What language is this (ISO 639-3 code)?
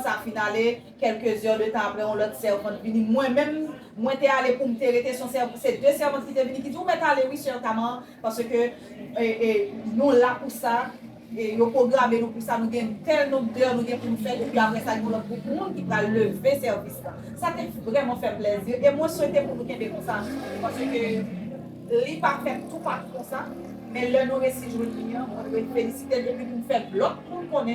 hat